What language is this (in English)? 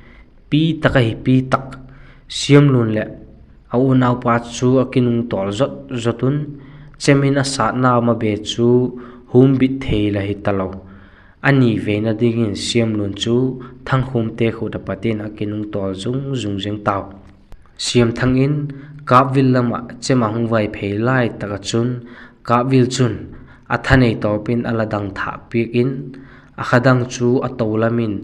Vaiphei